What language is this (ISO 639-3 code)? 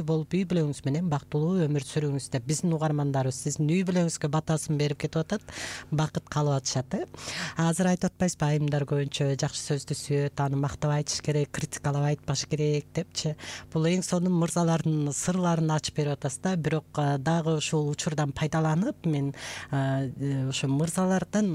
kir